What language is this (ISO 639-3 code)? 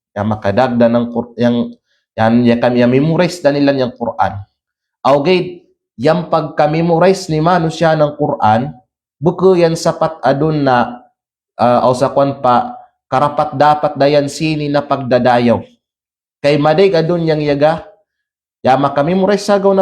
kqe